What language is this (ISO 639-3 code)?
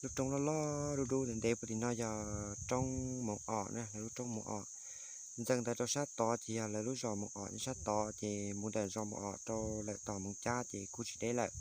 hmn